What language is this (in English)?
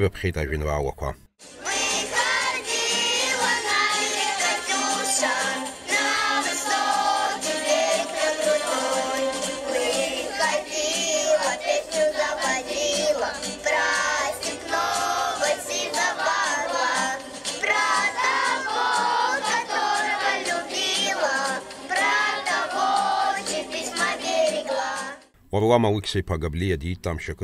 Abkhazian